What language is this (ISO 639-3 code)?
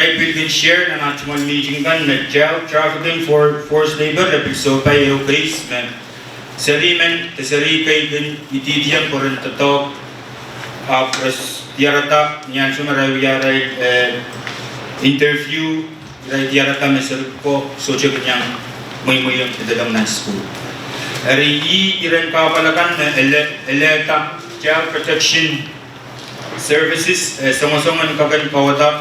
pon